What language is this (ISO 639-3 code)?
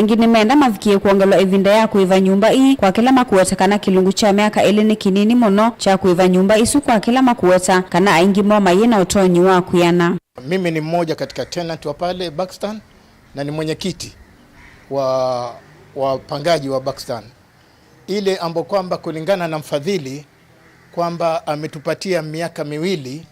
kam